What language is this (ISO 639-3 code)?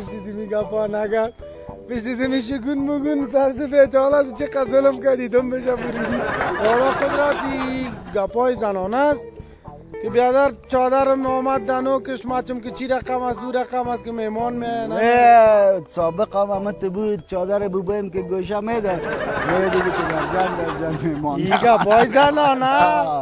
fas